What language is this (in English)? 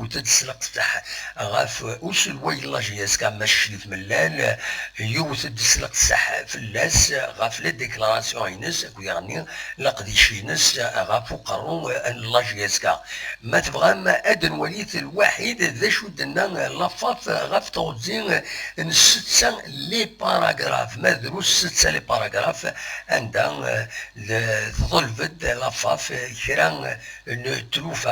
Kabyle